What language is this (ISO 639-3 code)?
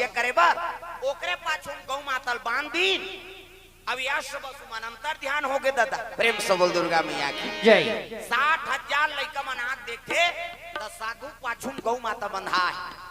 hne